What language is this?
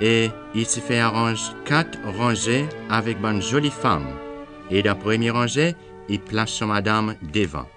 Seselwa Creole French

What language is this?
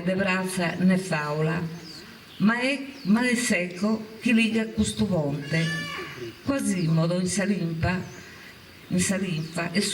Sardinian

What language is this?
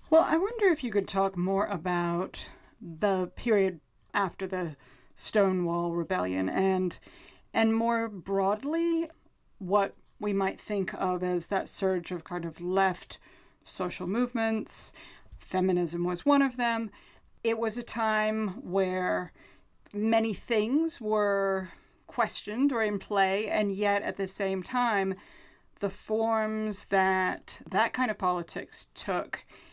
English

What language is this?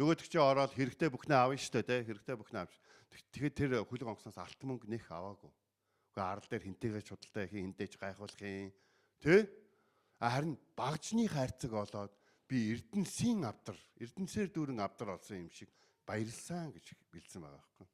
Mongolian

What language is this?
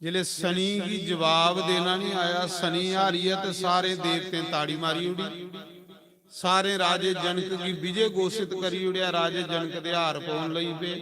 Dogri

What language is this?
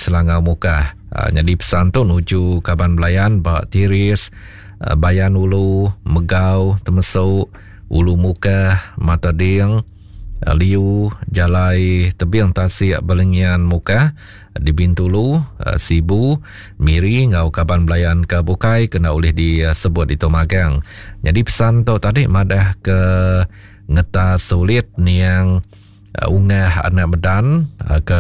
Iban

